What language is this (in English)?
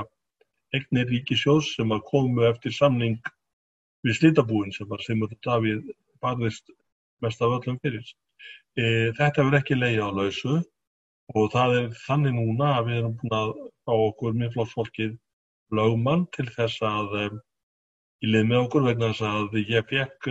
Icelandic